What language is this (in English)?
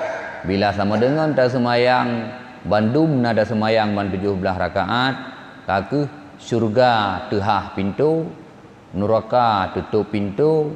Achinese